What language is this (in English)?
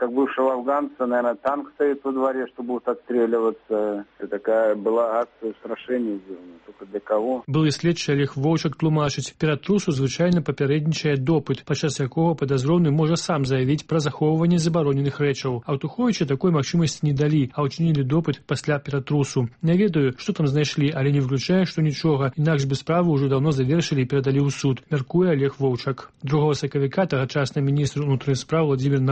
Belarusian